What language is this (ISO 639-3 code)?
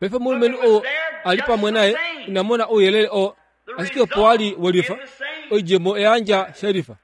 kua